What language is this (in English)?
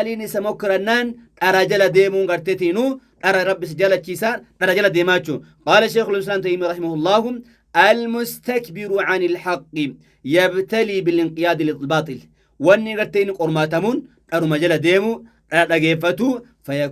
Oromo